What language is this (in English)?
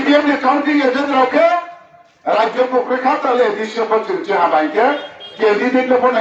Riang (India)